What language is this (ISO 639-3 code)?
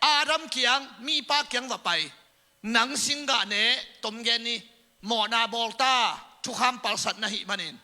ctd